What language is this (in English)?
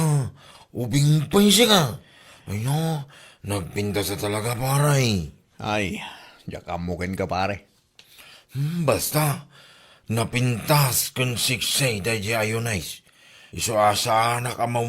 Iloko